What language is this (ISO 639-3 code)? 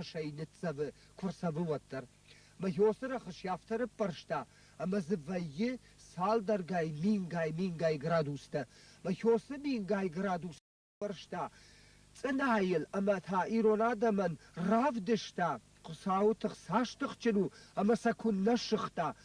oss